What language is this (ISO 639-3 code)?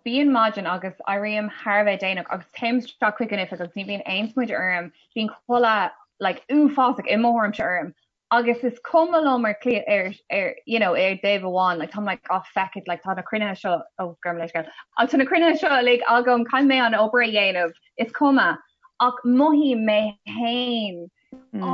gle